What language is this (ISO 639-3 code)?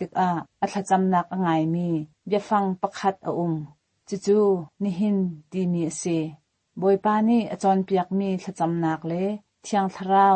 cnh